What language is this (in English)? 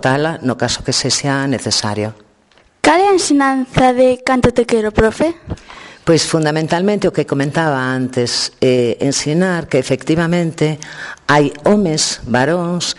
Galician